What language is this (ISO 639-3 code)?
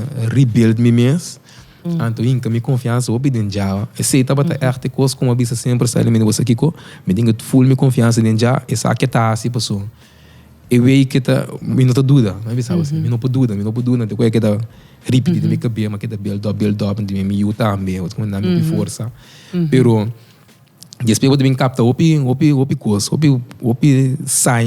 pap